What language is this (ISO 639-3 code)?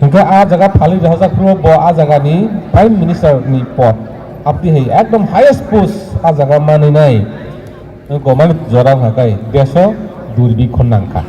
trp